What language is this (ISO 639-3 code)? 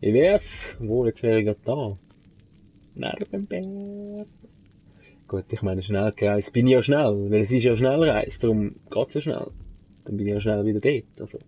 gsw